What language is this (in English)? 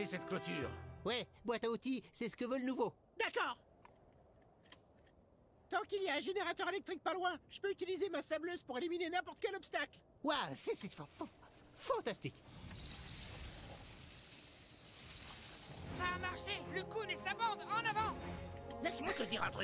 French